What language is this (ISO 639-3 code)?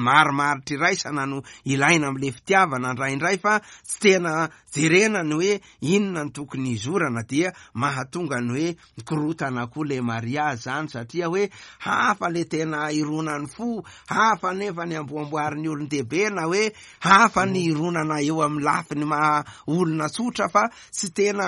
mlg